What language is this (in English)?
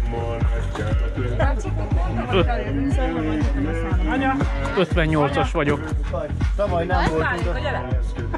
Hungarian